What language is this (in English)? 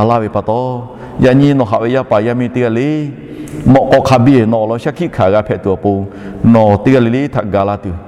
Lahu